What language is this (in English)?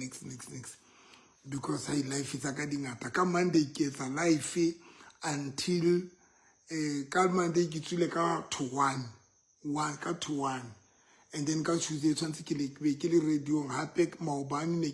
Southern Sotho